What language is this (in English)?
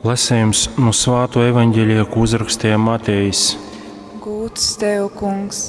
Latgalian